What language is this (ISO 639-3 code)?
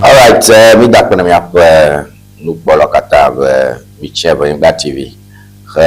ewe